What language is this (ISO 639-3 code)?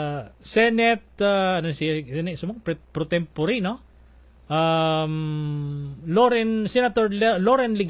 hil